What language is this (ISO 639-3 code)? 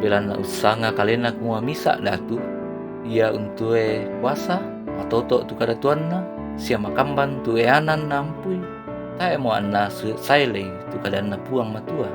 sda